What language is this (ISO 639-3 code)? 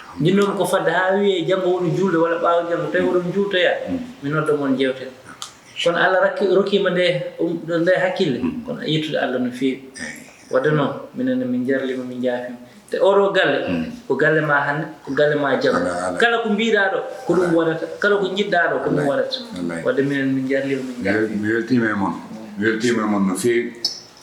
ful